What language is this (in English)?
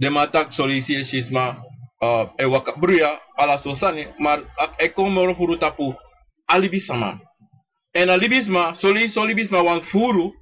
Sranan Tongo